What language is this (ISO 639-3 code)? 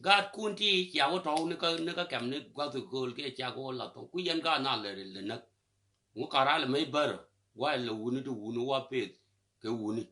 nus